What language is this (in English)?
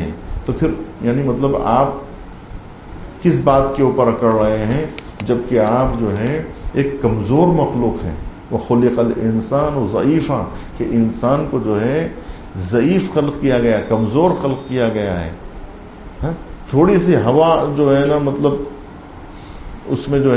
Urdu